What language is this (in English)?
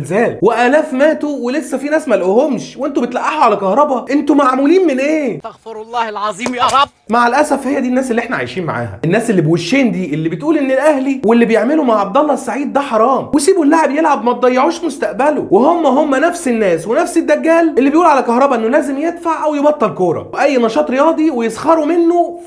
Egyptian Arabic